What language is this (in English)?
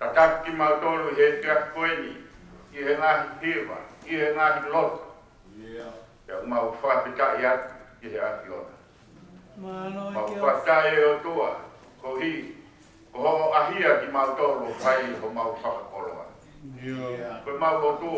Tongan